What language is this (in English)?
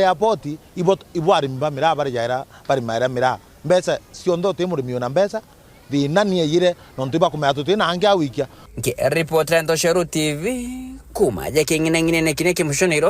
Meru